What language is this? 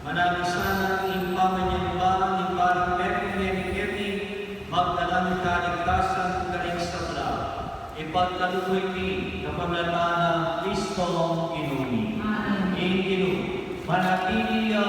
Pampanga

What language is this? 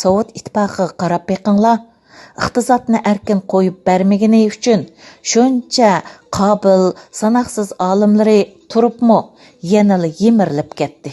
Uyghur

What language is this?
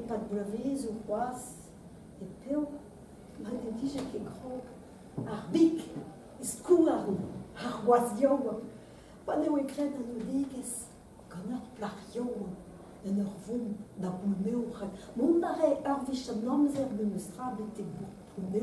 Breton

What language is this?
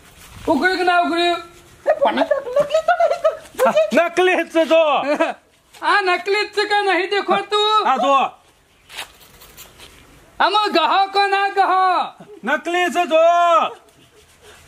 Gujarati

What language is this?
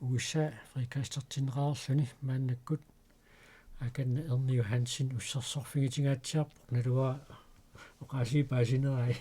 Kalaallisut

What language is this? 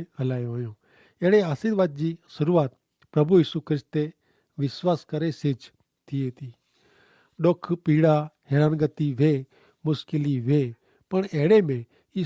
Kachhi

